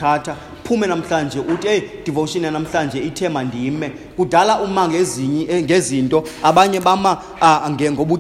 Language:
Xhosa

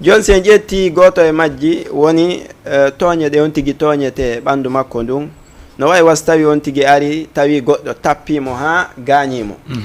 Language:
Fula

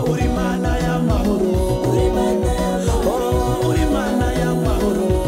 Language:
Kinyarwanda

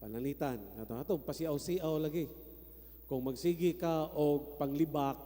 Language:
Cebuano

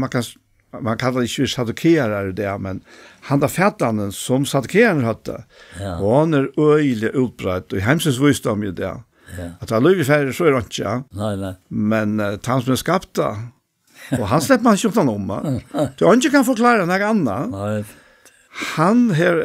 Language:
Faroese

